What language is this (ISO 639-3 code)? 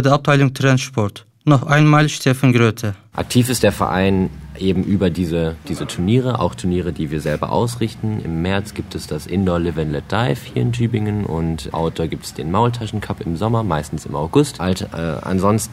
deu